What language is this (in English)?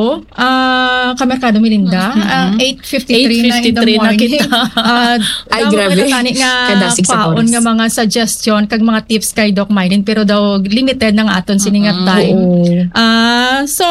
Hiligaynon